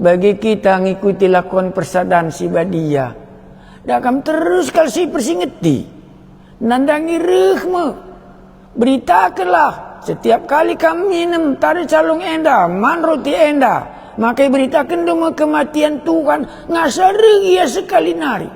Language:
Batak Karo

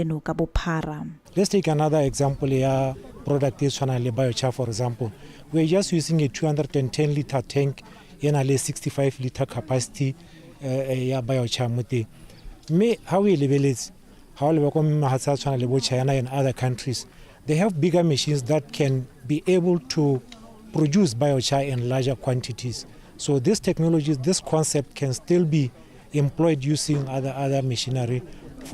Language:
Tswana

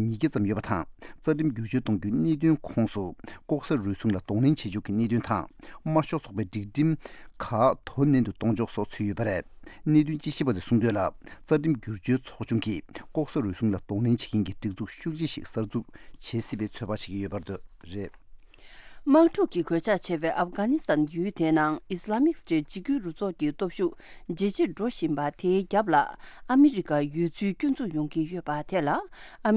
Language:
Tibetan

